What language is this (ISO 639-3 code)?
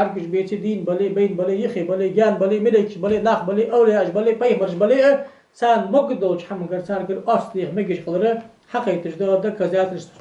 inh